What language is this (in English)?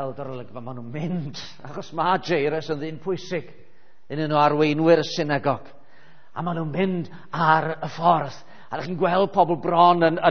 Welsh